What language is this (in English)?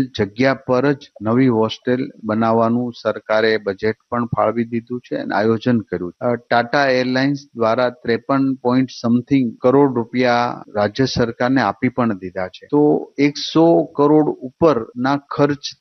Gujarati